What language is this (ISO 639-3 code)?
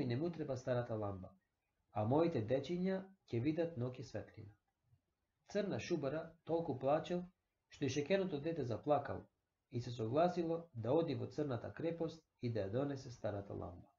mkd